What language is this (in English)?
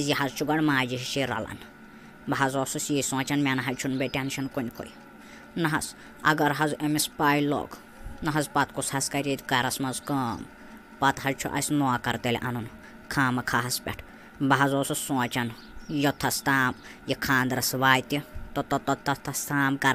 Kashmiri